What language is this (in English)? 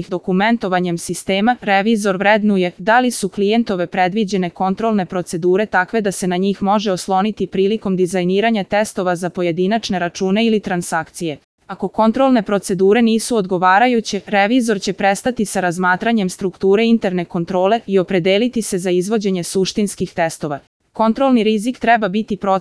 Serbian